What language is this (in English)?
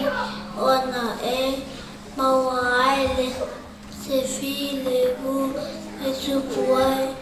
Samoan